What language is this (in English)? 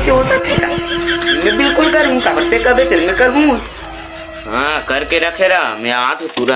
Chhattisgarhi